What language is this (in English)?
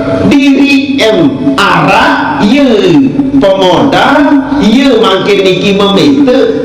Sasak